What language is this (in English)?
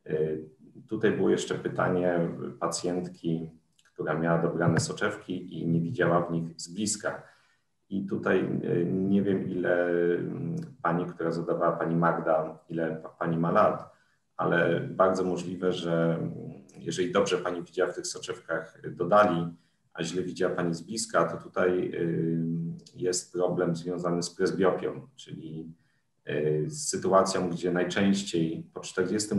Polish